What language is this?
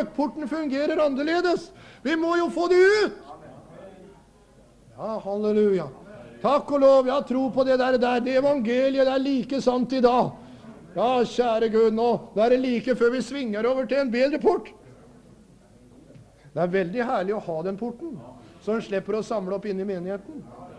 Norwegian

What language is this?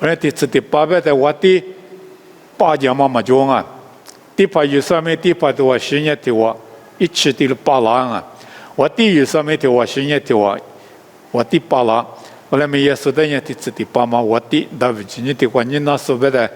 Lisu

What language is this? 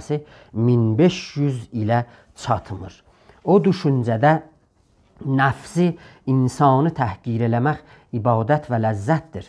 South Azerbaijani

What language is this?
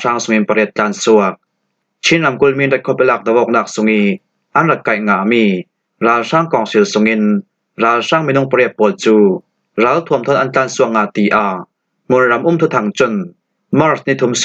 Falam Chin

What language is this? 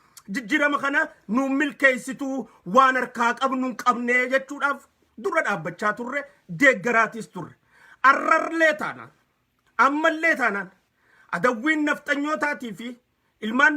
Oromo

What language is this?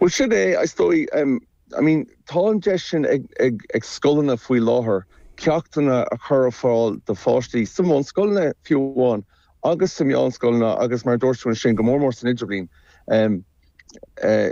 Irish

